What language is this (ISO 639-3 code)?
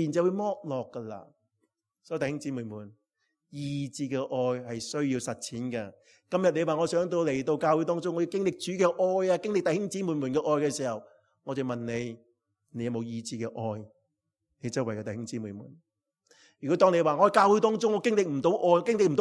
yue